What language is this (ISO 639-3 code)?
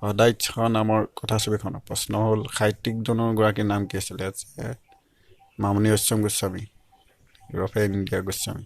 asm